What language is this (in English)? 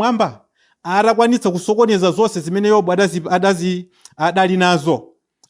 Nyanja